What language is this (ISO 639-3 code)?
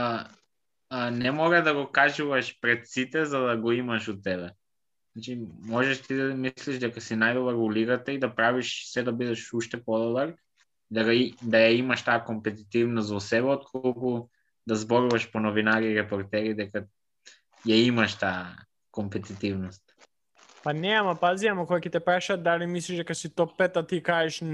mkd